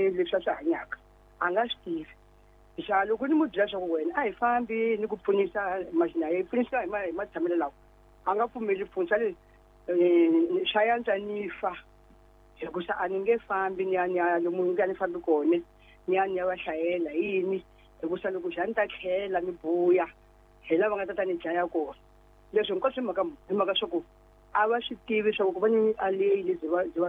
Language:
Tsonga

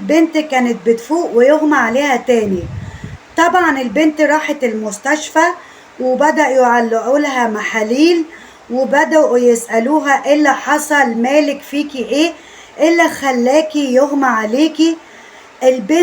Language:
Egyptian Arabic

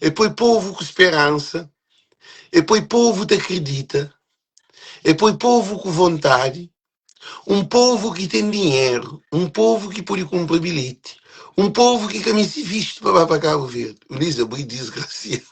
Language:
Kabuverdianu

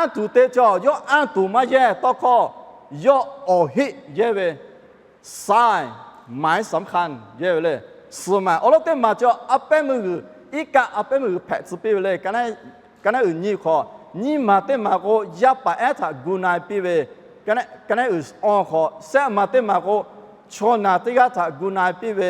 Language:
Lahu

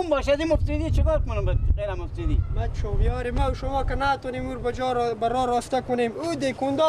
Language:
Persian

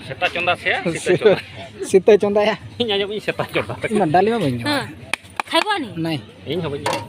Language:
Santali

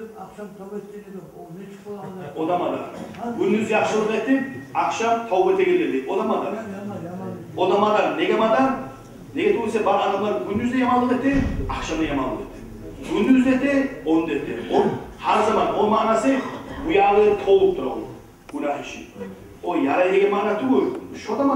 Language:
Kumyk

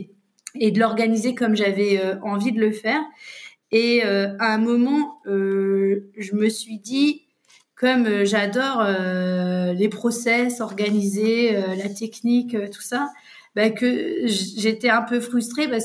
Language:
French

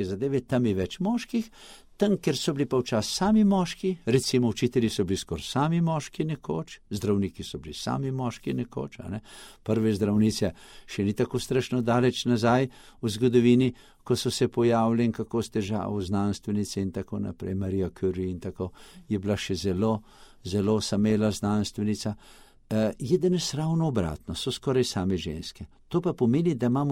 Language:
Slovenian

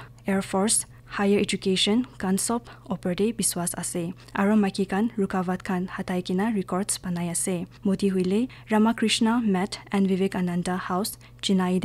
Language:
Naga Pidgin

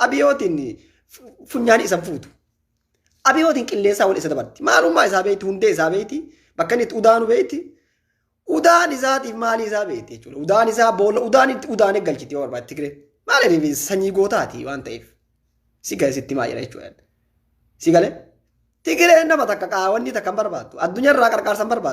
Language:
Oromo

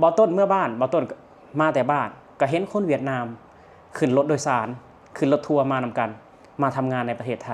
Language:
Lao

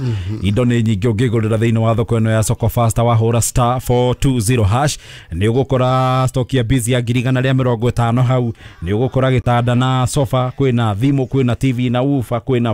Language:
Kikuyu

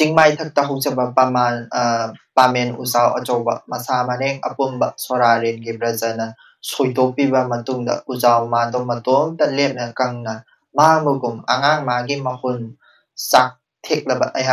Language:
Manipuri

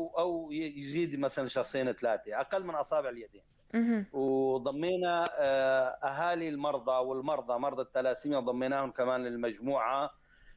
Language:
North Levantine Arabic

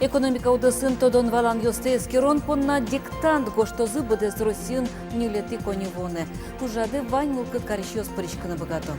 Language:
Udmurt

